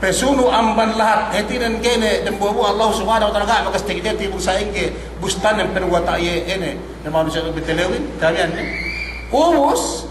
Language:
Yakan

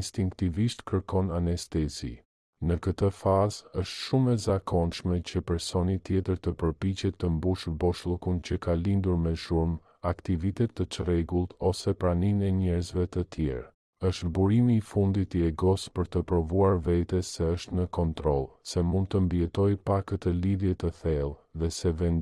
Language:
Albanian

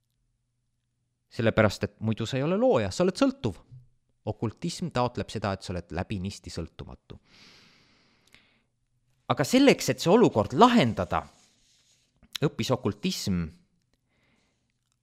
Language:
Estonian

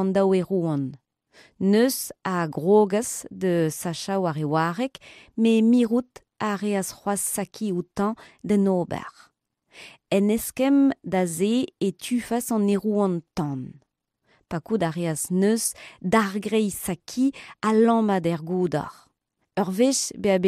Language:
Breton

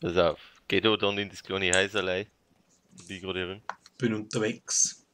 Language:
Bavarian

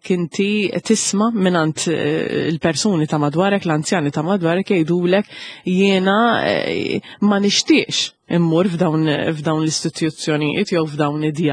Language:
Maltese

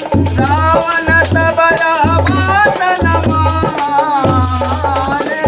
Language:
Chhattisgarhi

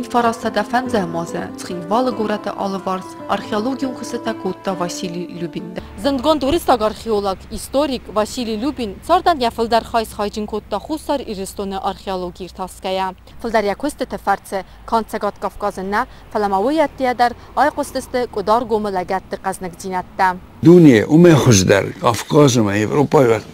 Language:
Ossetic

